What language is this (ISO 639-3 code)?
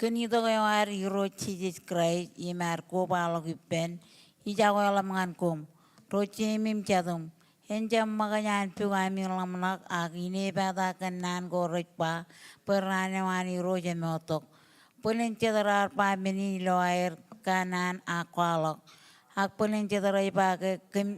mah